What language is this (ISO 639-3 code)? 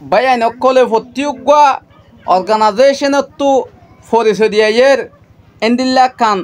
rhg